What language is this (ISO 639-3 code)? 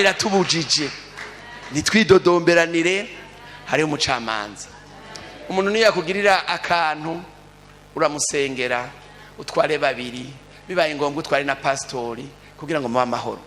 run